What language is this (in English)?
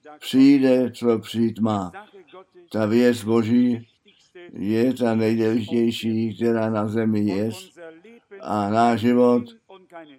Czech